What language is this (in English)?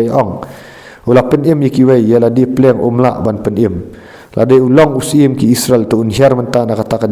Khasi